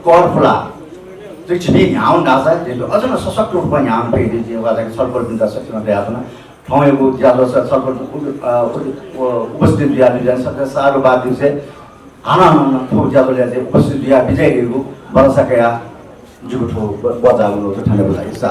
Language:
Newari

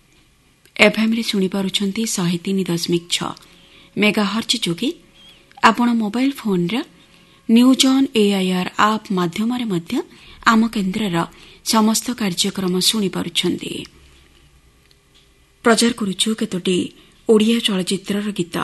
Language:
Odia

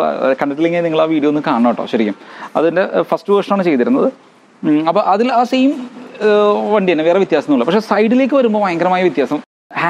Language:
Malayalam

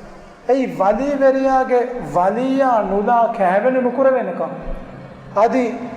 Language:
Divehi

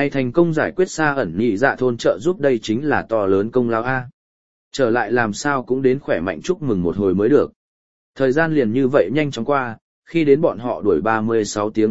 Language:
Vietnamese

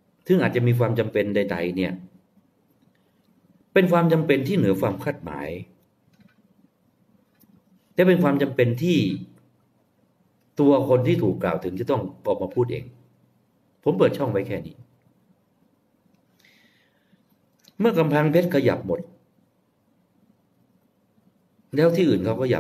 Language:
Thai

